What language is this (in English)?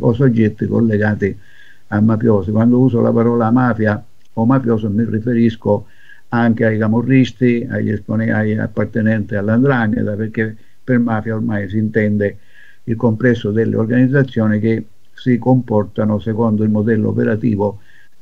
Italian